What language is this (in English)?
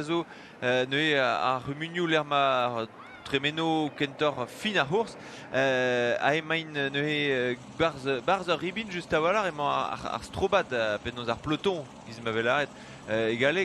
Breton